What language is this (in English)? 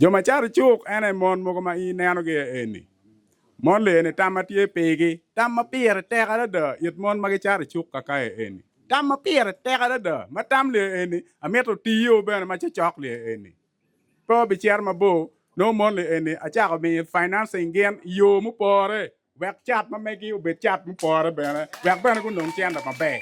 Acoli